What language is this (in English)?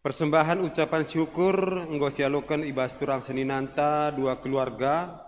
Batak Karo